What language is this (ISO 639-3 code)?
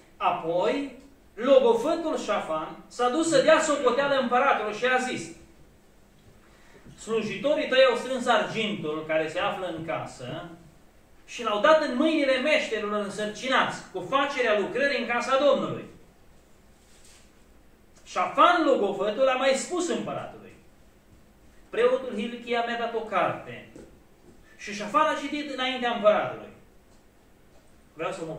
ron